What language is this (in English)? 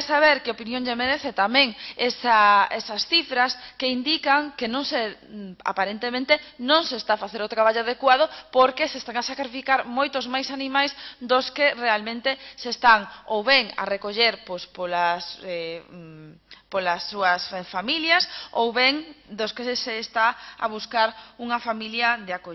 Galician